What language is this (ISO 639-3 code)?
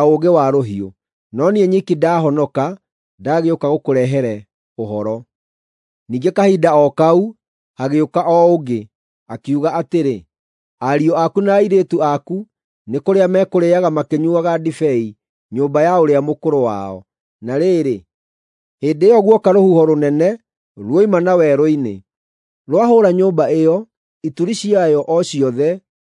kik